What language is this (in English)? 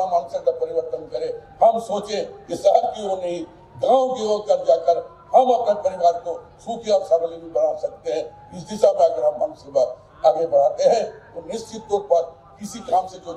Hindi